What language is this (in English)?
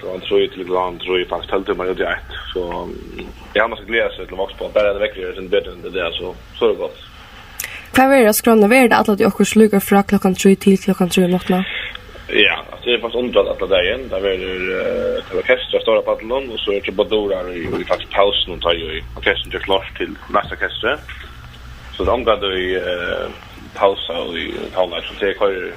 Faroese